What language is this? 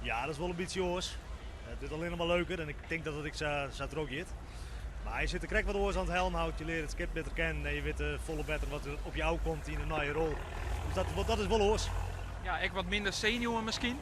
Western Frisian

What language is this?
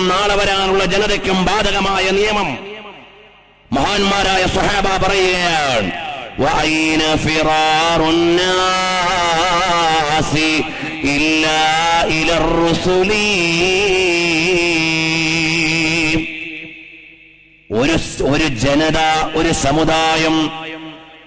Malayalam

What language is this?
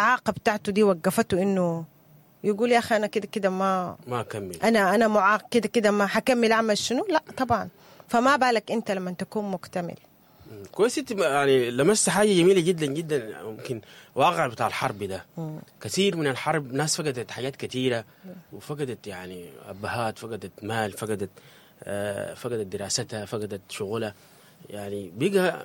Sudanese Arabic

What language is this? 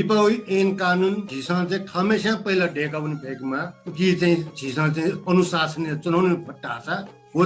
Newari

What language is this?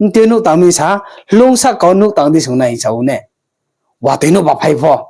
Riang (India)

